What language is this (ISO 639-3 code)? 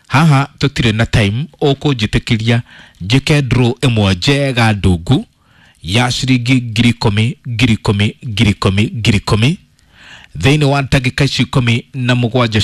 kik